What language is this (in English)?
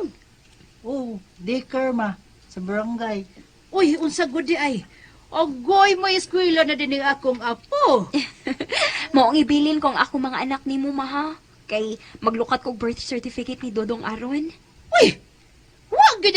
Cebuano